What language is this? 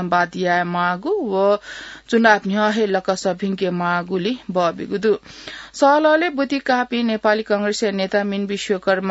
Newari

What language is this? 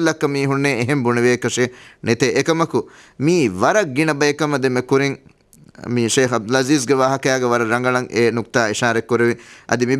Divehi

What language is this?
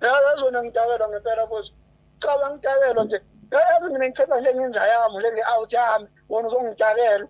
Zulu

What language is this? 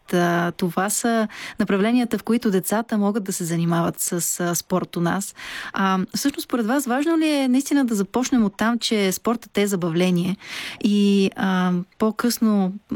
Bulgarian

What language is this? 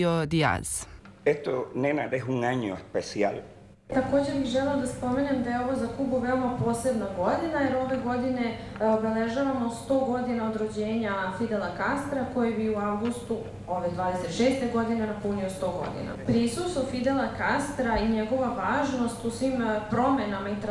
Serbian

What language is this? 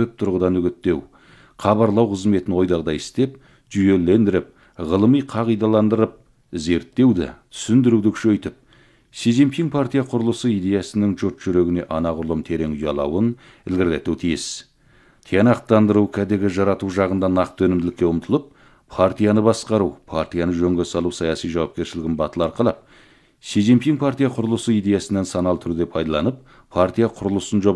Kazakh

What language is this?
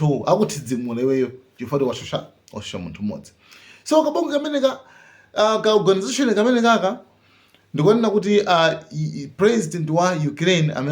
Nyanja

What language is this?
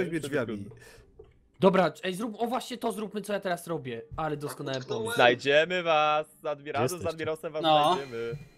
Polish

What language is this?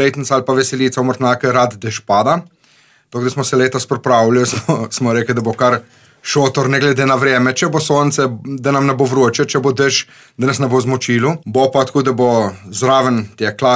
Slovenian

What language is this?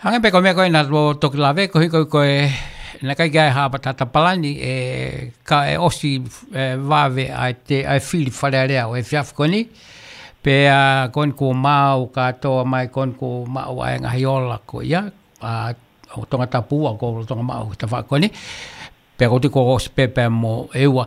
Tongan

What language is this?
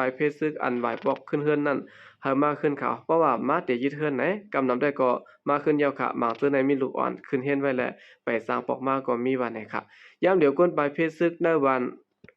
Shan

